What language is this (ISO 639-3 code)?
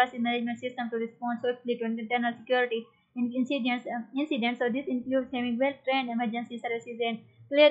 urd